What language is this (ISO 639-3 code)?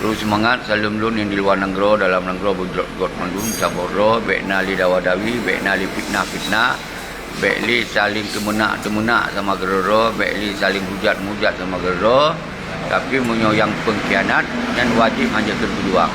ace